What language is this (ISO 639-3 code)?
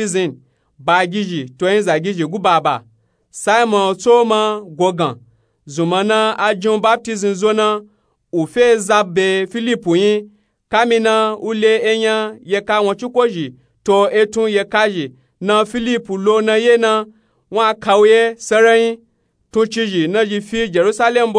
nup